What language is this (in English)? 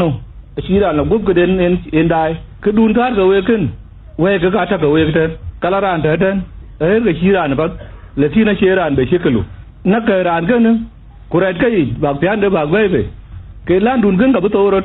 Dinka